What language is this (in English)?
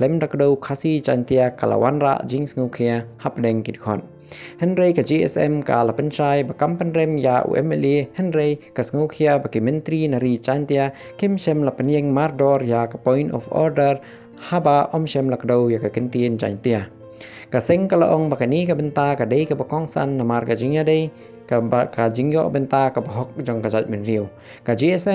Khasi